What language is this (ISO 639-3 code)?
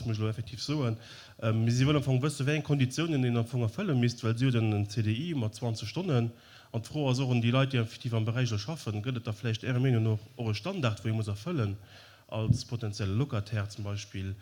ltz